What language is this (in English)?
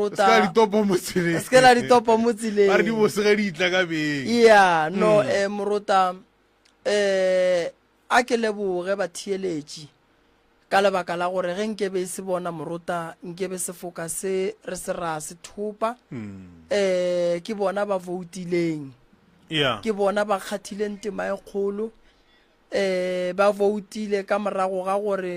Northern Sotho